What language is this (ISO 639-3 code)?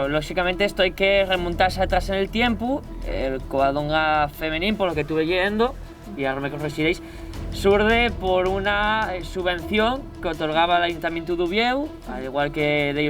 ast